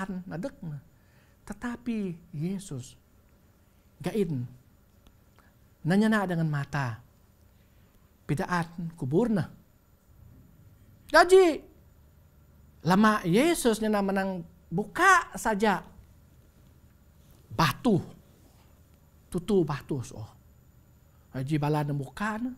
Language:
Bukar-Sadung Bidayuh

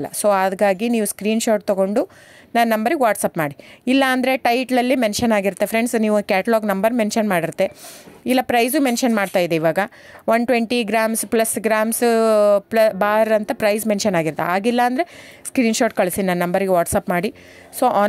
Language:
Kannada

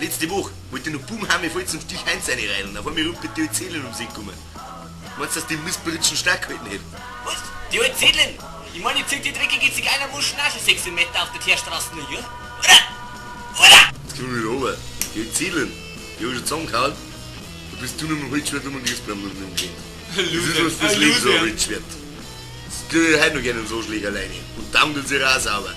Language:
Bavarian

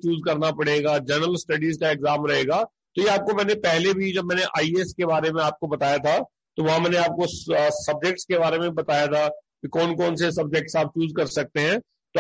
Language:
Hindi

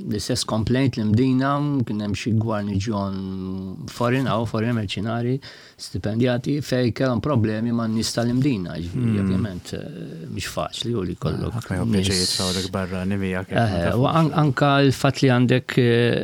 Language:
Maltese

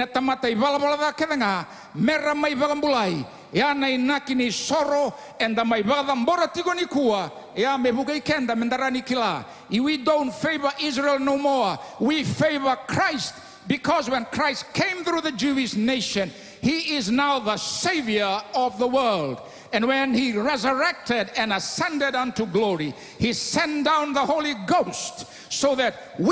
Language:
Fijian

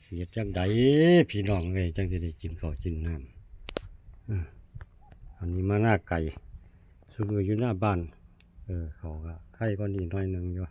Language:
Northeastern Thai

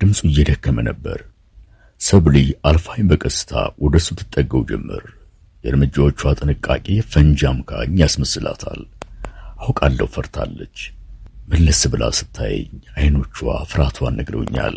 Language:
Amharic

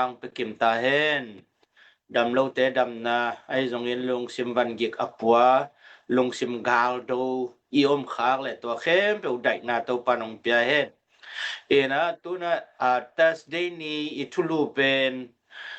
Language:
Tedim Chin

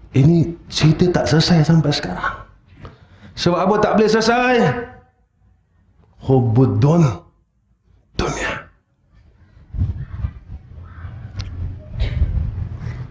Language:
Malay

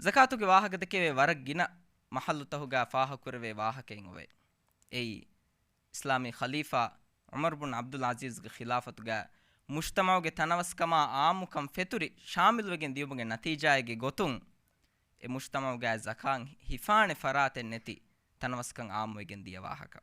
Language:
Divehi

